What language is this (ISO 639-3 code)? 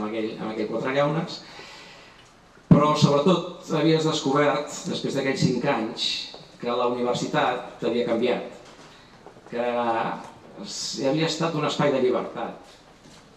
cat